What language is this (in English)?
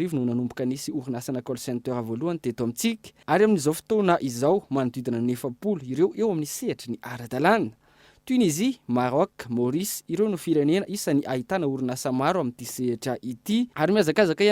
Malagasy